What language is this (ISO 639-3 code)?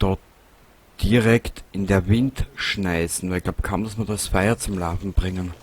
bar